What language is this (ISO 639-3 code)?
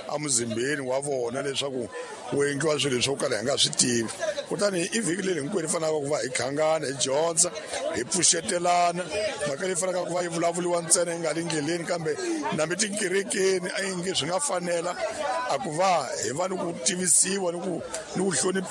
tso